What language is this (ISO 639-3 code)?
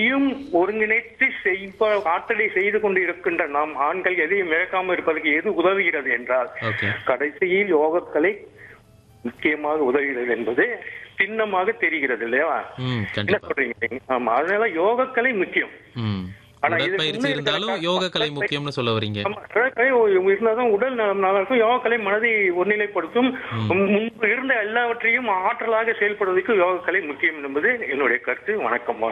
tam